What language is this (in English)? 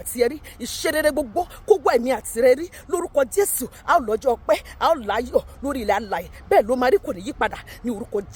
Yoruba